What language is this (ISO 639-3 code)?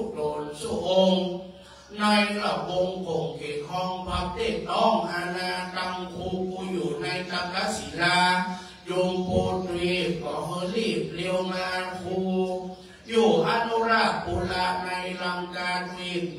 tha